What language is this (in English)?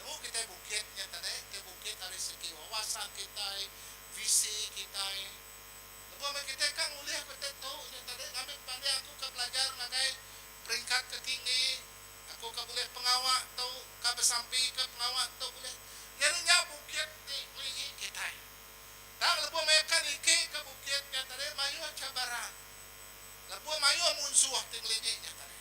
Iban